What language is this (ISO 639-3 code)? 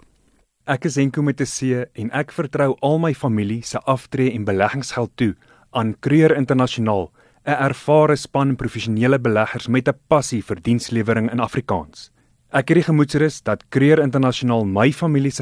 afr